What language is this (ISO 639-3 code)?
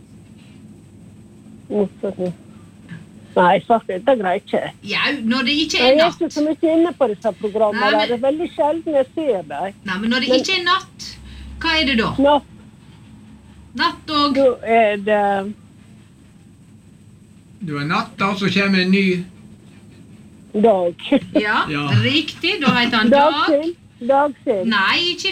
nor